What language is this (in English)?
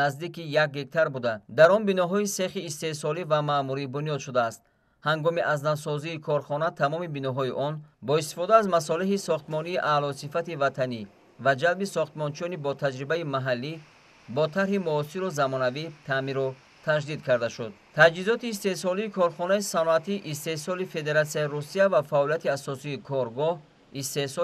Tajik